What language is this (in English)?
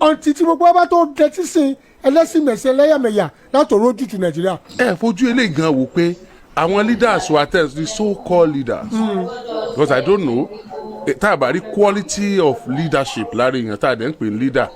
Yoruba